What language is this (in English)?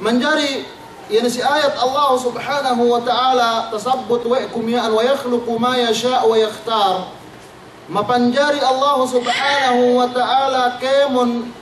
Yakan